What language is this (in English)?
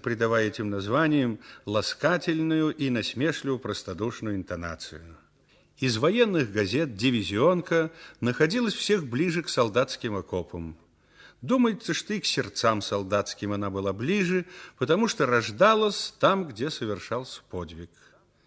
Russian